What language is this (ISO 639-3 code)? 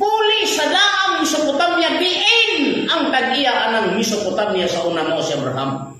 ceb